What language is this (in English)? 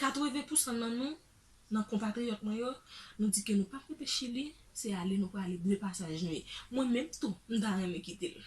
Haitian Creole